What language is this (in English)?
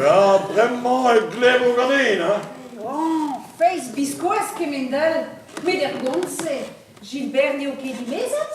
Breton